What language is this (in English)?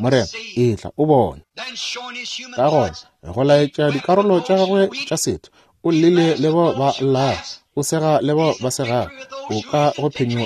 Northern Sotho